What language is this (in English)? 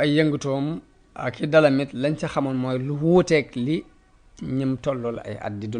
Wolof